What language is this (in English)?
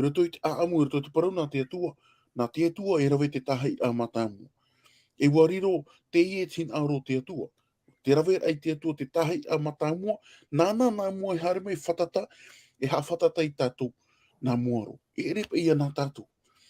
Tahitian